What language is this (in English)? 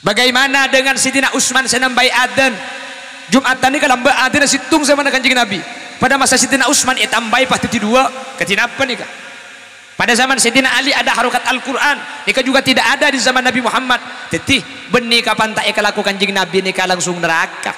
Madurese